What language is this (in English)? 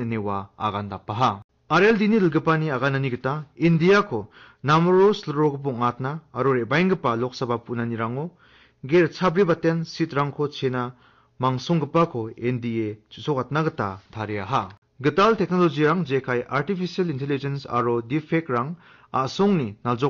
Garo